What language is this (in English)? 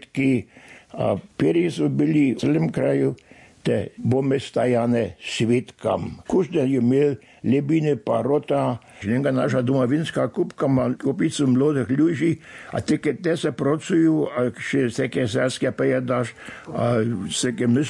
Slovak